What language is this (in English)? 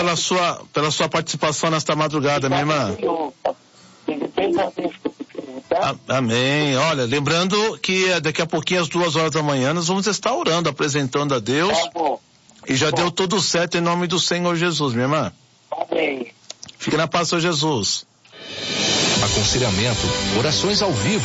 Portuguese